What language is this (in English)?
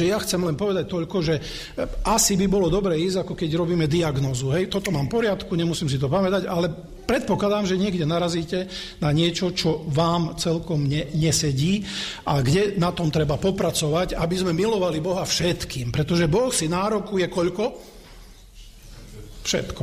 Slovak